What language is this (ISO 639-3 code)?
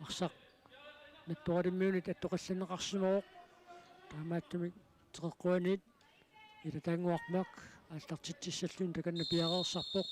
kal